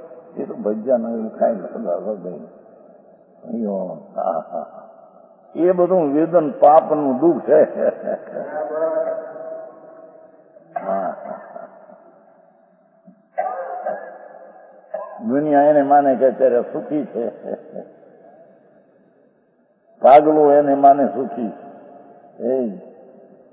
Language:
Gujarati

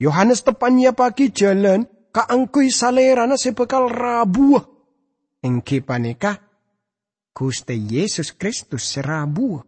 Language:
Madurese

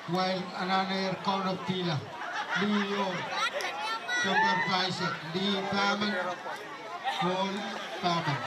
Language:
Pohnpeian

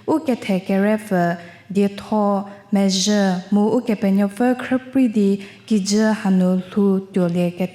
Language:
Angami Naga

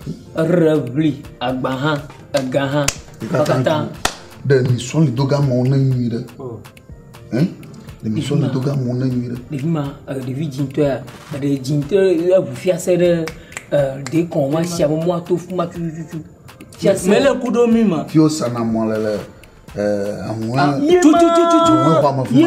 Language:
Ewe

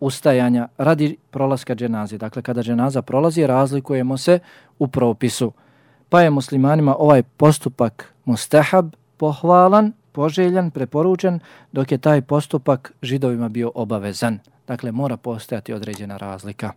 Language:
Bosnian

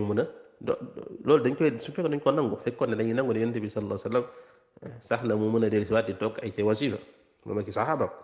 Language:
Wolof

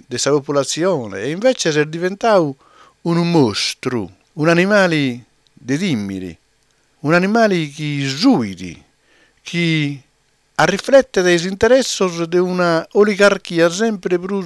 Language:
Sardinian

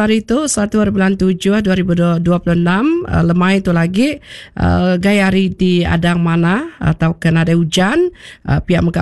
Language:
Iban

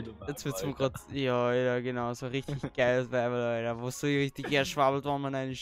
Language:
German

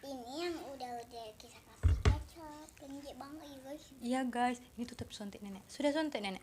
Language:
Musi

